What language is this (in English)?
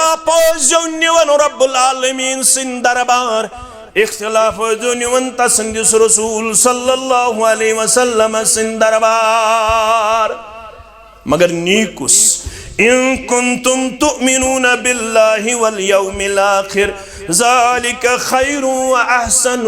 Kashmiri